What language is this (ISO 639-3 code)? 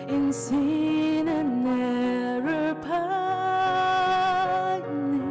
njo